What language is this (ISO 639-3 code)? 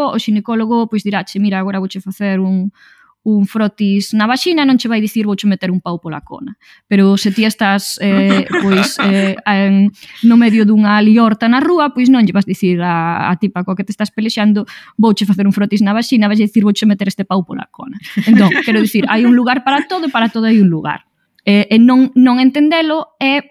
glg